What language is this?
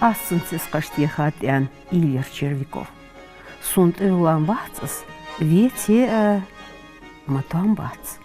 Ingush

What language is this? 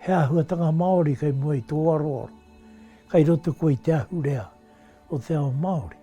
Māori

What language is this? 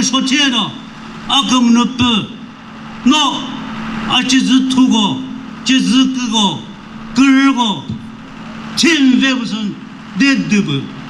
Chokri Naga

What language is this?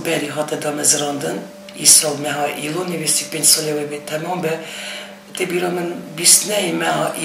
Kurdish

